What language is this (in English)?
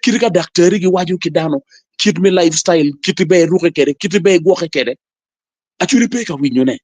Acoli